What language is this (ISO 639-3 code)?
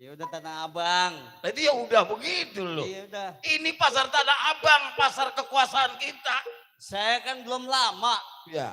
bew